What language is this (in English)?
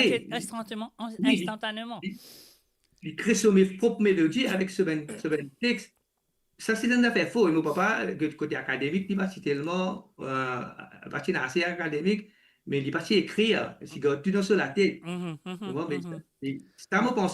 Morisyen